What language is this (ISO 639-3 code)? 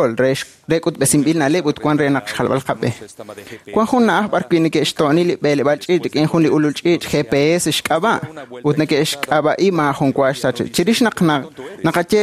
kek